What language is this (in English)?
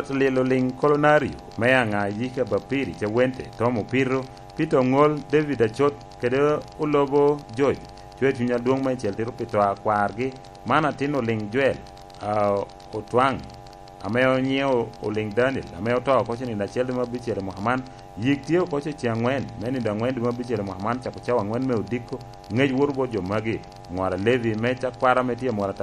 Lango (Uganda)